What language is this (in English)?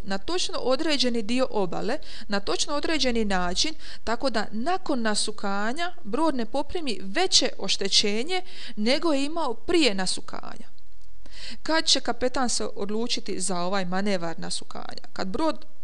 Croatian